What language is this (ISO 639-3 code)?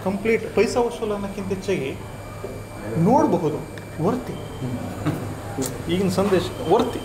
kan